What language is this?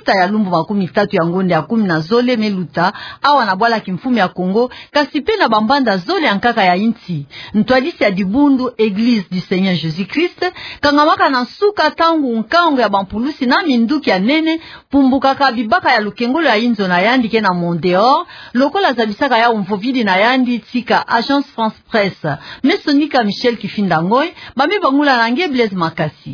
Kituba (Democratic Republic of Congo)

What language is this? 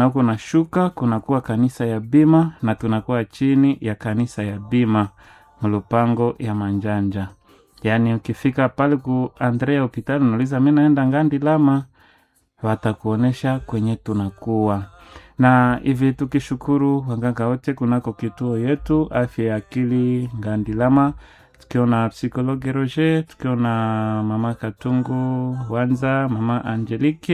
Swahili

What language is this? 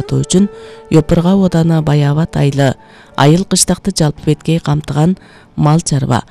Kyrgyz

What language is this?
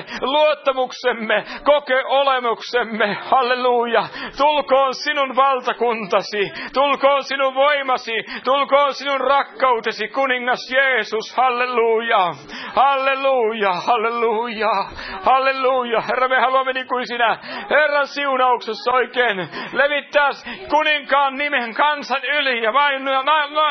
Finnish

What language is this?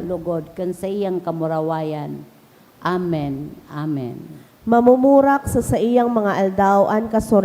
Bikol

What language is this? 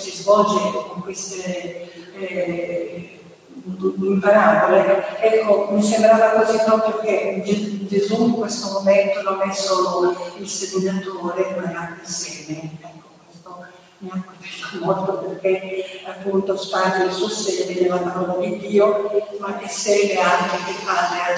Italian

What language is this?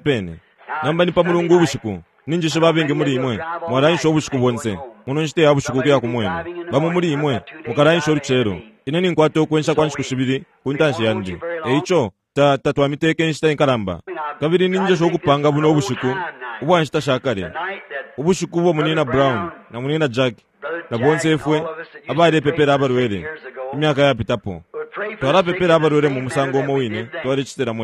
Bemba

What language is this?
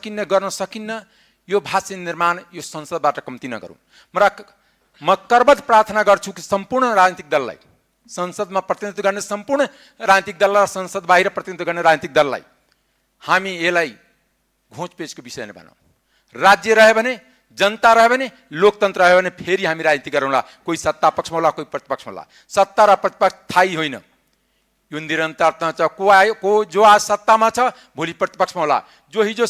Nepali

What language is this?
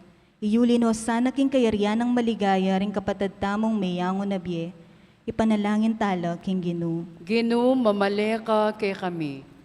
Pampanga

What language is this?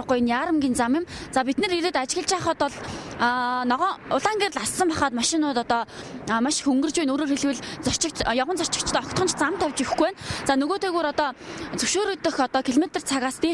Mongolian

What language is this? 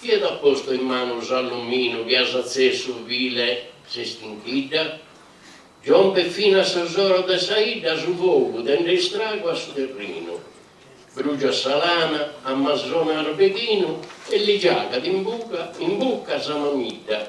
Sardinian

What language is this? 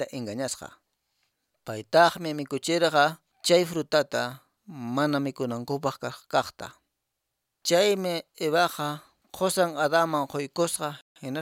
Quechua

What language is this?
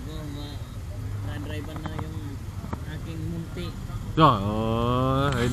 Filipino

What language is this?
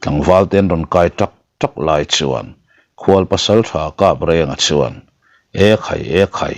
Mizo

